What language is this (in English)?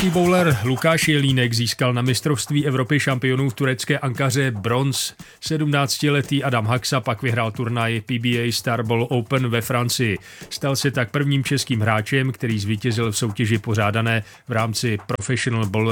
Czech